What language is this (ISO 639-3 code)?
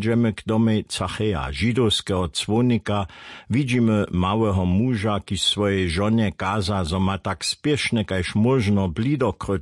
hsb